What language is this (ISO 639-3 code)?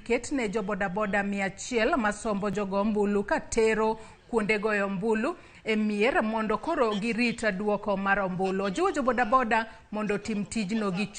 luo